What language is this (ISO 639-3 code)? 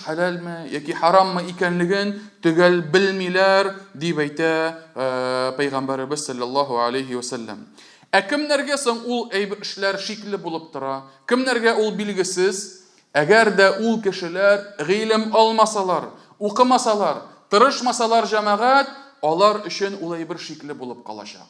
tat